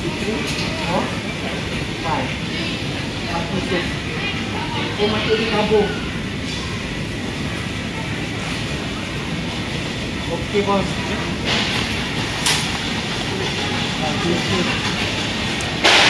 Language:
Malay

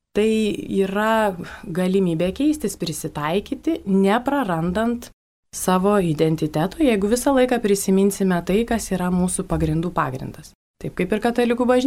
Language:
Lithuanian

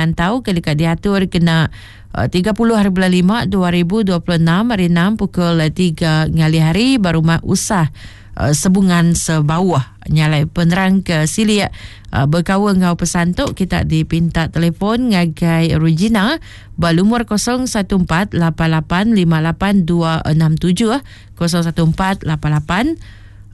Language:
Iban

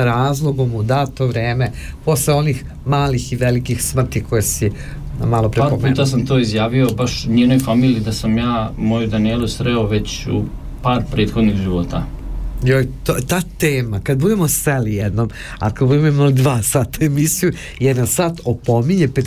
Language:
Serbian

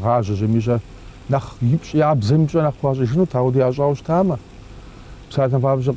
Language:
Kabardian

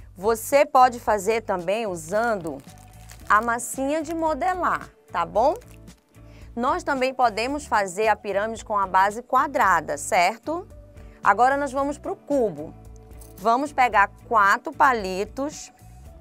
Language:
Portuguese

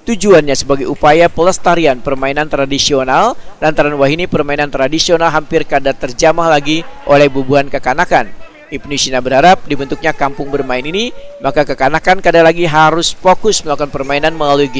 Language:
Banjar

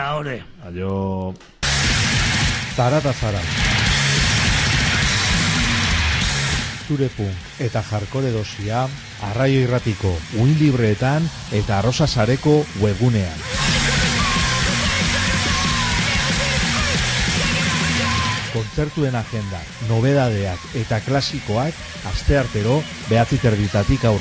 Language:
Basque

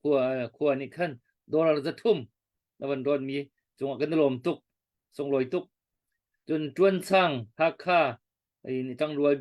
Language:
Hakha Chin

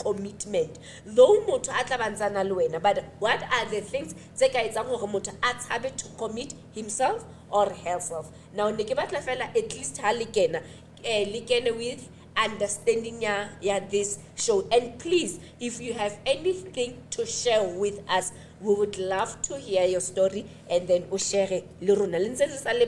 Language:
Southern Sotho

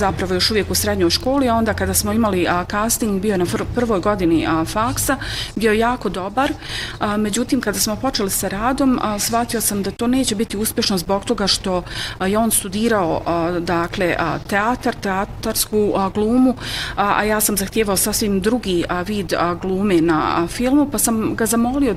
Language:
Bosnian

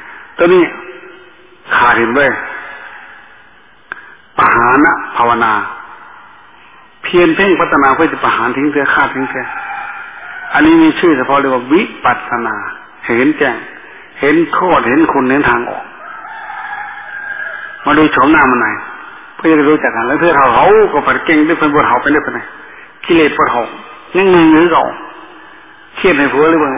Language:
Thai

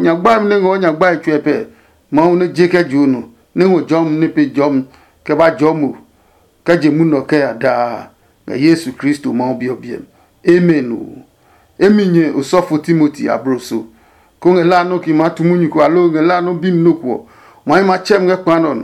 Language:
Adangme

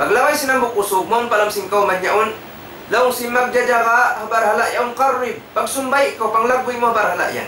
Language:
Tausug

